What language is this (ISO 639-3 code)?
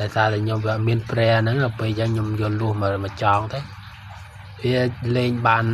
khm